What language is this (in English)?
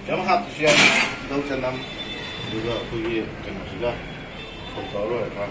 Manipuri